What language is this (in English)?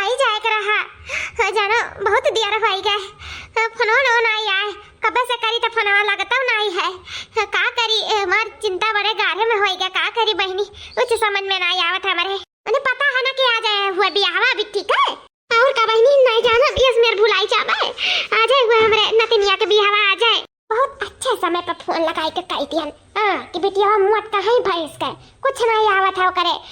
Awadhi